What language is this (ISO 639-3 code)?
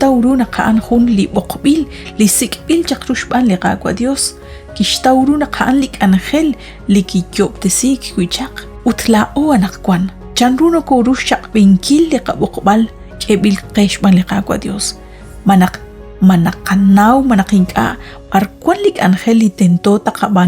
kek